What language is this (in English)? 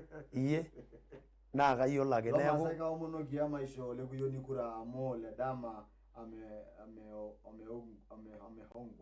Masai